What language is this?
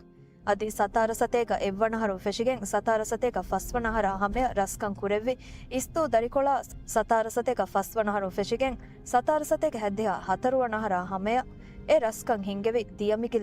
Divehi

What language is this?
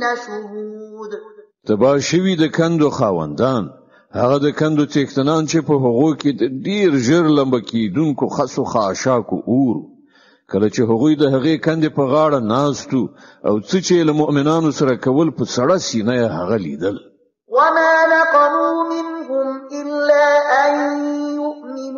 Pashto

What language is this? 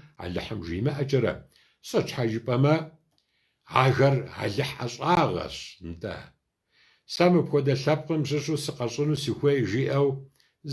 Kabardian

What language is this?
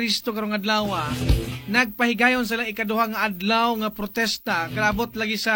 Cebuano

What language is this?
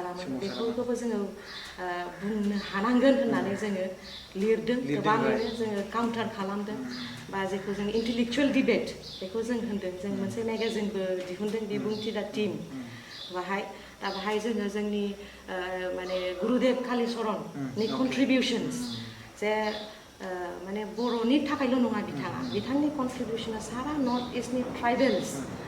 Bodo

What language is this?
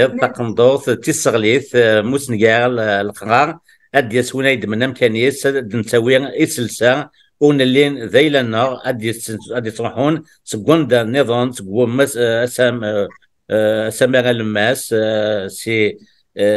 Kabyle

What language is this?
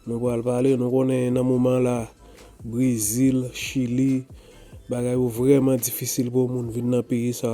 Haitian Creole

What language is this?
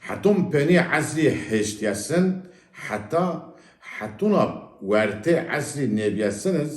Zaza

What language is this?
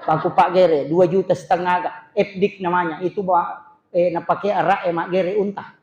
Buginese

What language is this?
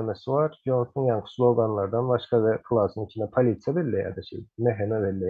Turkmen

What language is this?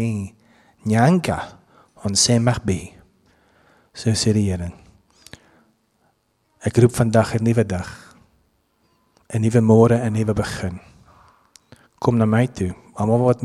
Afrikaans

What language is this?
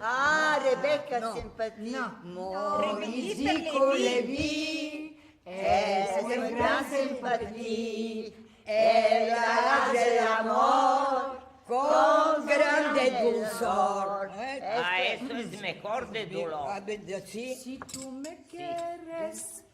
Ladino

